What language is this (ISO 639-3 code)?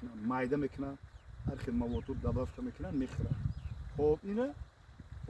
tgk